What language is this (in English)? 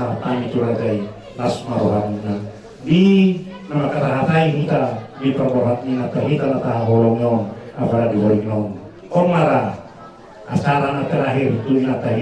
Batak Toba